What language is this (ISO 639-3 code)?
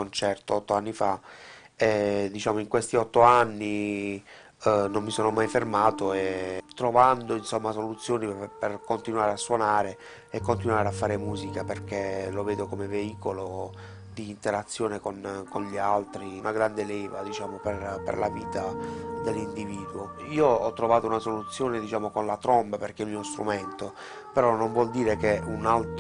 ita